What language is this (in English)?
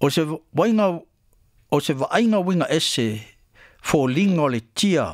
Samoan